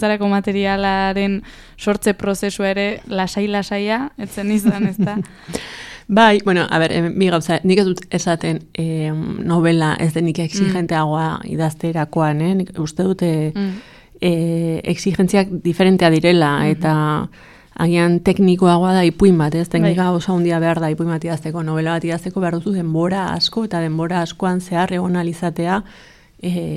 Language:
Basque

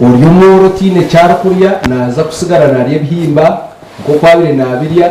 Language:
Nyankole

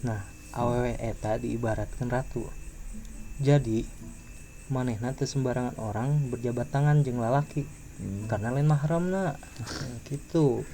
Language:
Sundanese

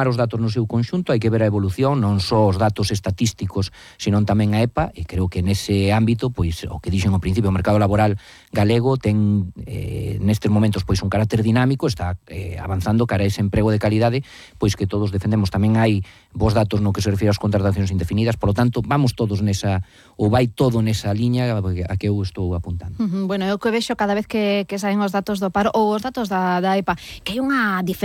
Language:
Galician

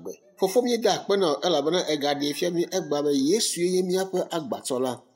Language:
Ewe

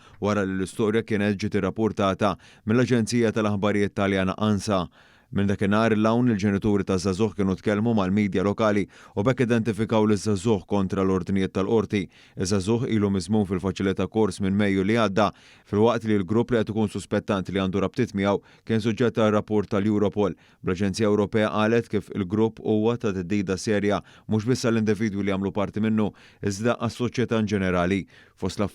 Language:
Maltese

